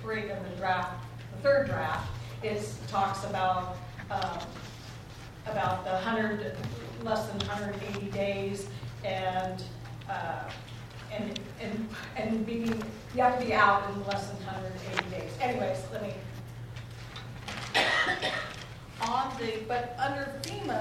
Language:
English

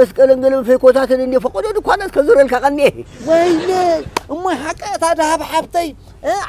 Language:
Tigrinya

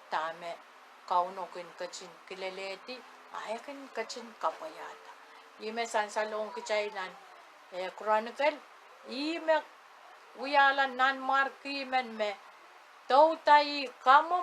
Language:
Pohnpeian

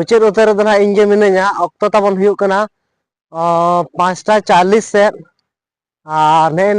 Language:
Santali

